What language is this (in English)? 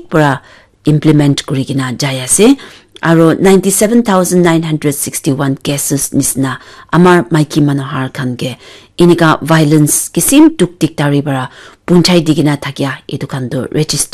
Naga Pidgin